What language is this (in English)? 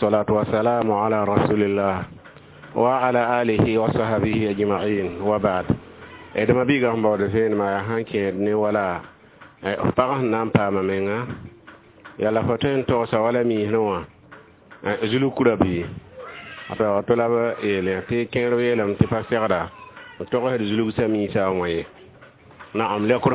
Mossi